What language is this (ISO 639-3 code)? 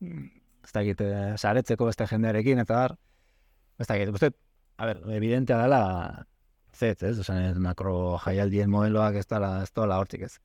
eus